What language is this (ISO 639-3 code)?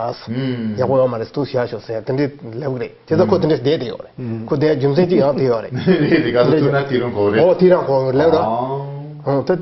bod